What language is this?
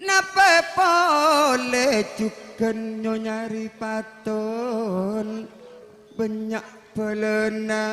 Madurese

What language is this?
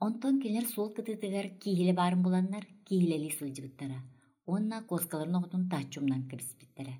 Yakut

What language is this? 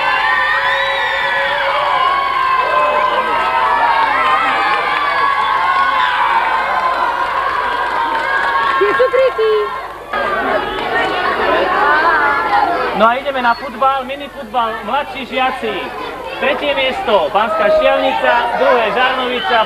Slovak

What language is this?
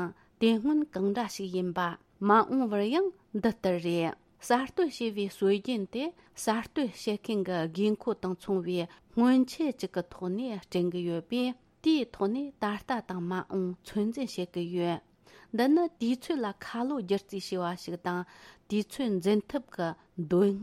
Tibetan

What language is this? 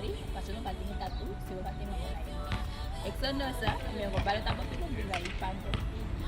Ndonga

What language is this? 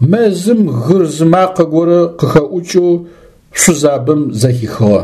Adyghe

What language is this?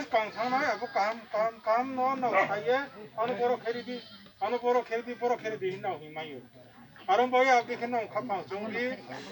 Riang (India)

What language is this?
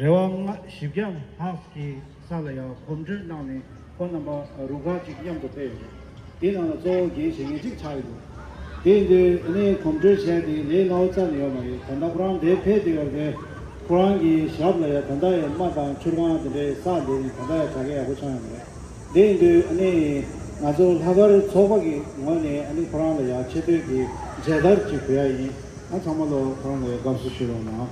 Tibetan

